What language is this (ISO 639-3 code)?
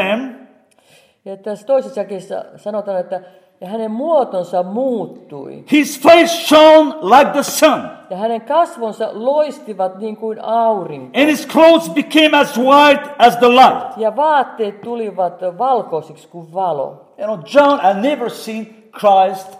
fin